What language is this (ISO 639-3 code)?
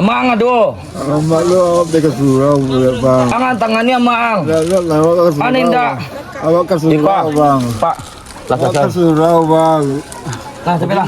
min